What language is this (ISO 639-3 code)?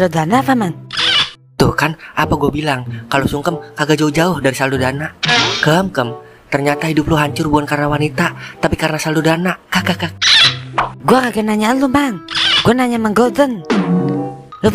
bew